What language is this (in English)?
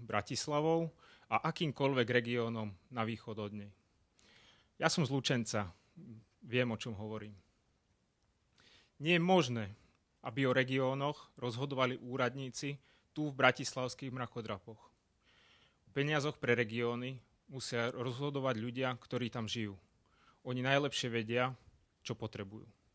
Slovak